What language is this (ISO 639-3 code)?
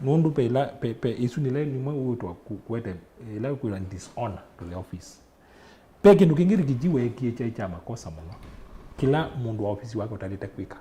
kam